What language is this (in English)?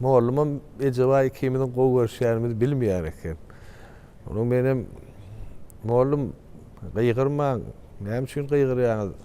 Turkmen